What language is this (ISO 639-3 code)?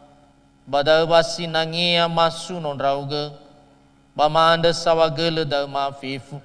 nia